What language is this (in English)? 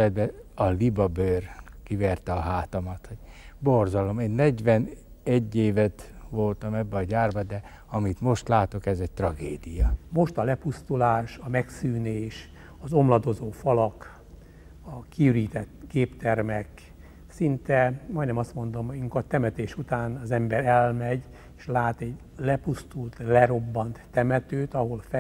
Hungarian